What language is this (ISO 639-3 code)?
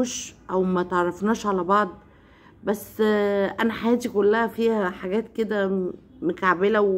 arz